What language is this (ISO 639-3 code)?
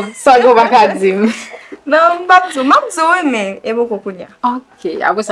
hat